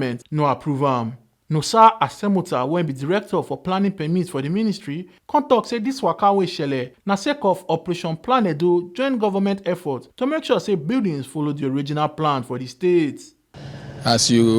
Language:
Nigerian Pidgin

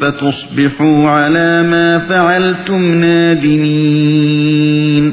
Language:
Uyghur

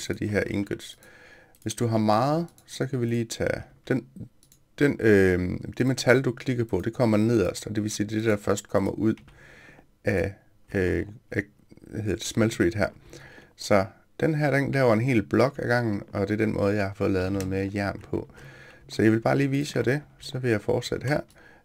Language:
Danish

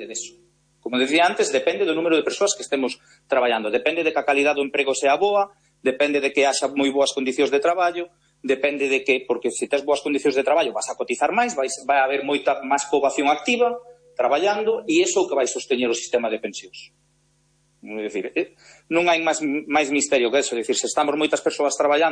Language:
Galician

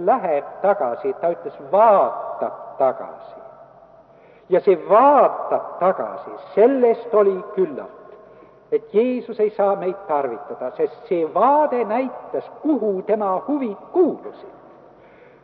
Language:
Estonian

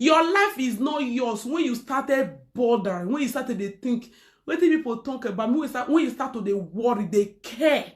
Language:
Nigerian Pidgin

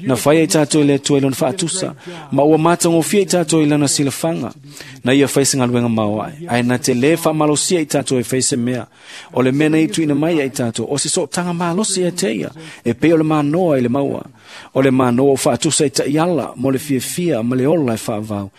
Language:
Samoan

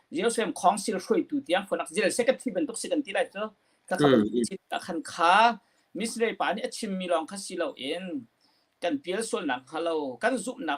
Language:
Hakha Chin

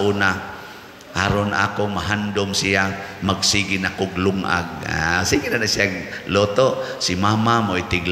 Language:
Cebuano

